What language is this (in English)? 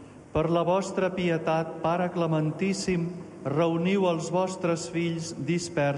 Catalan